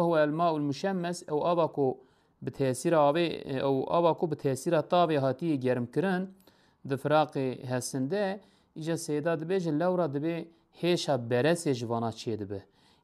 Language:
Kurdish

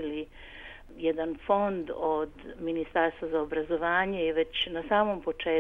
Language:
Serbian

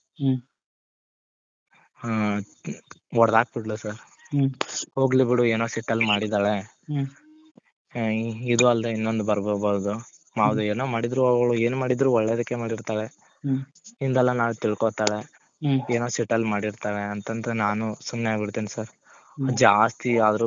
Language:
Kannada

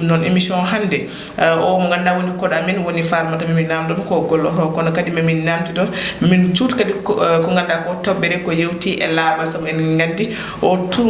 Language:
Fula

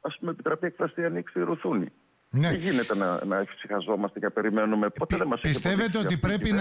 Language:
Greek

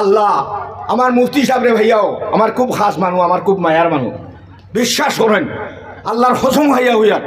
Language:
Sylheti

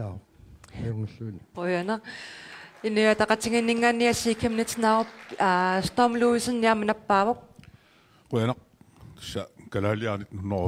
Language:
Kalaallisut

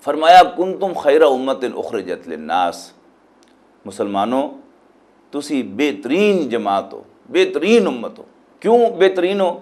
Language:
Western Panjabi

